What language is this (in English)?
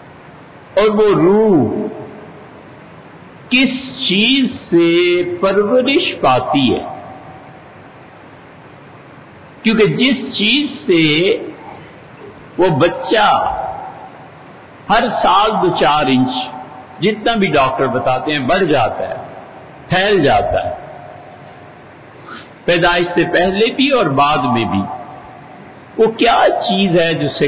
Urdu